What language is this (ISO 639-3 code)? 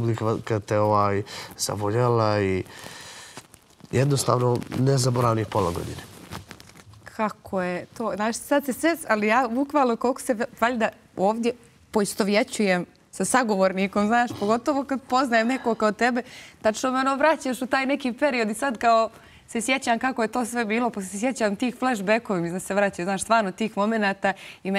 bos